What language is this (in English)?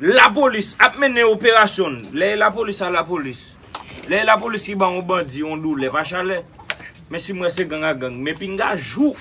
Haitian Creole